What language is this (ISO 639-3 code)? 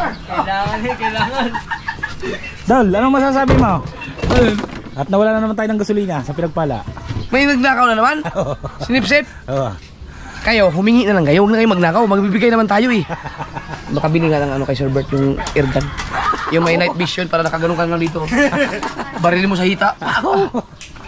fil